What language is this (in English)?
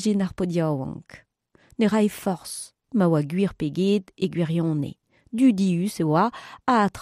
Breton